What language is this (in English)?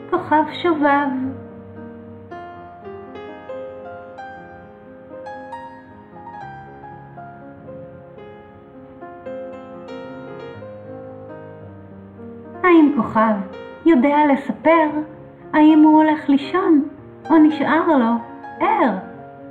Hebrew